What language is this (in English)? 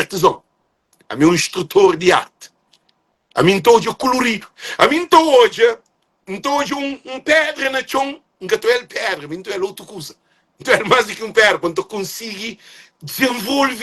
Kabuverdianu